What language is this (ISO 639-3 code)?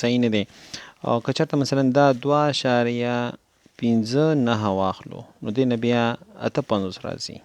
pus